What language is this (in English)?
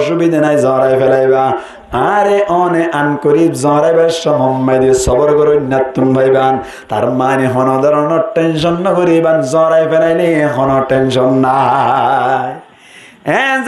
Rohingya